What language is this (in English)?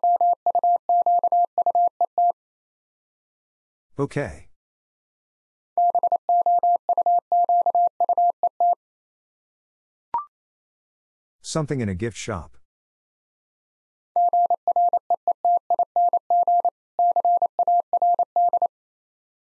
English